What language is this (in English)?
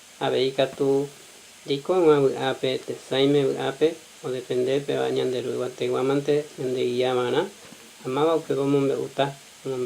Guarani